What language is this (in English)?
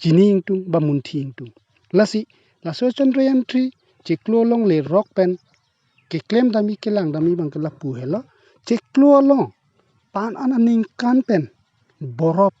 Karbi